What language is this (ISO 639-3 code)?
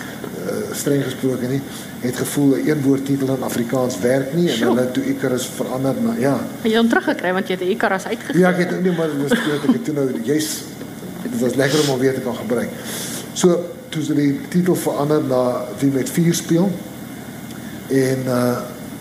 afr